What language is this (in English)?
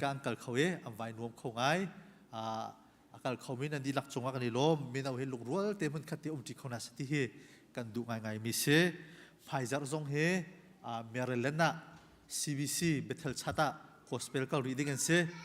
Hakha Chin